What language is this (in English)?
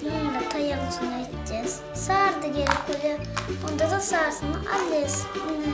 Turkmen